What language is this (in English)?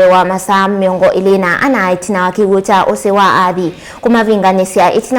Kamba